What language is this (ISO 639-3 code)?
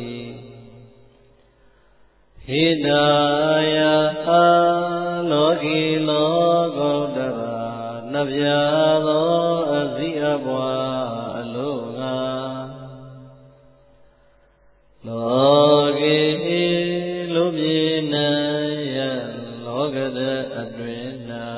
mya